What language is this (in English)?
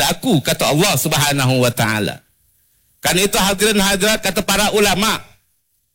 Malay